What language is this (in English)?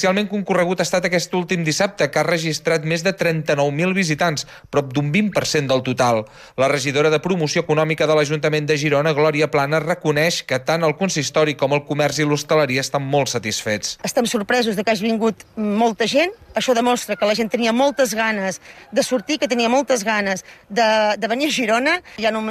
Catalan